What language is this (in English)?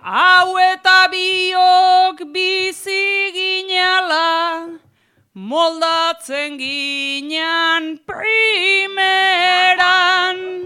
Basque